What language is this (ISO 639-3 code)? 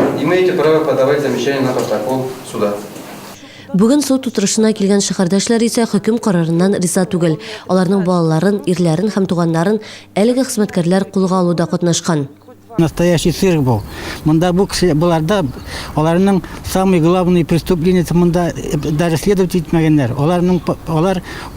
tat